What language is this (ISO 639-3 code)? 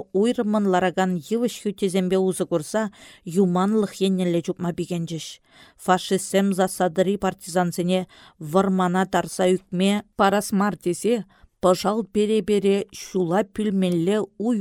chv